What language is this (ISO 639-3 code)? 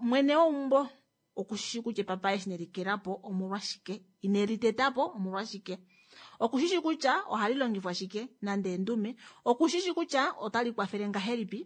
kua